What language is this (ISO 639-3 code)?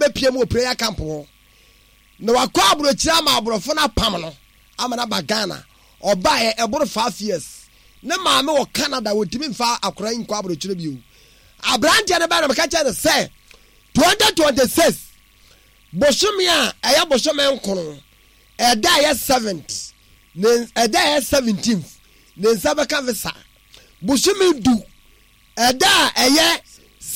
aka